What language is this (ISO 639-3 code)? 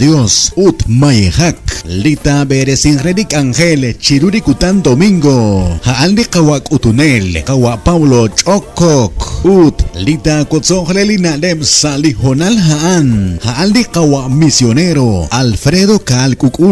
kek